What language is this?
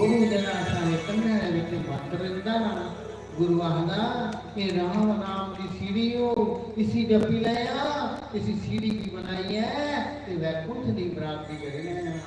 Dogri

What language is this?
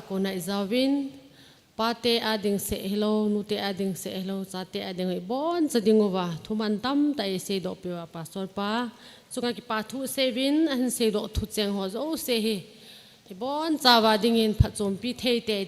Thado Chin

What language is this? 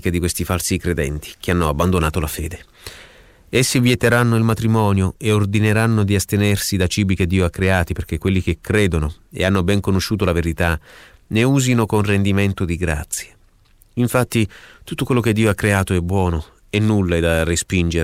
Italian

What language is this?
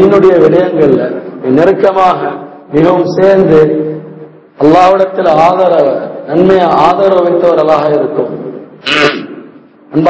Tamil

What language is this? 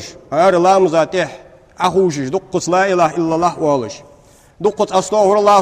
Ingush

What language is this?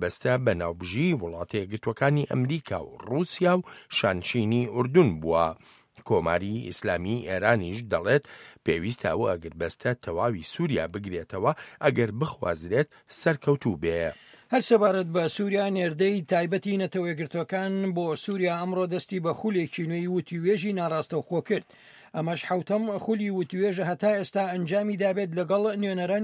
Central Kurdish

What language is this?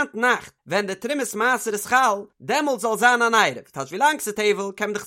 Yiddish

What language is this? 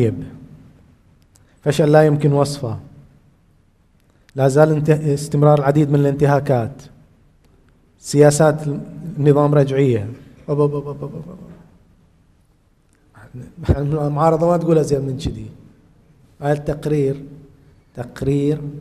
Arabic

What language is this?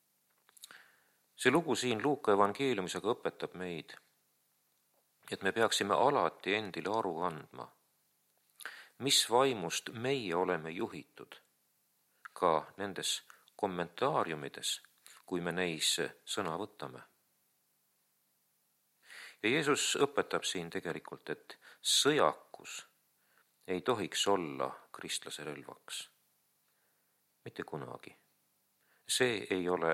Estonian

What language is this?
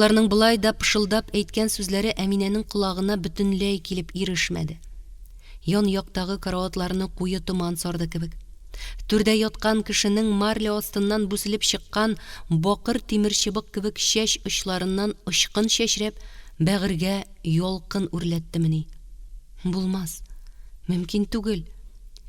Tatar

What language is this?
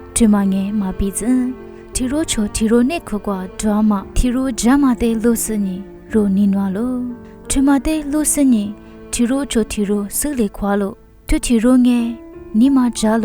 Lisu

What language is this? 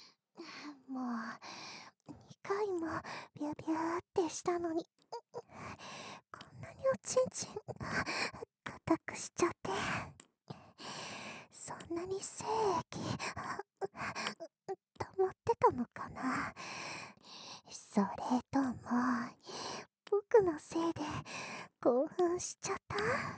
Japanese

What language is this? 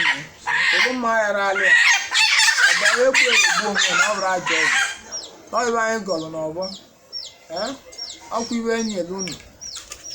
Igbo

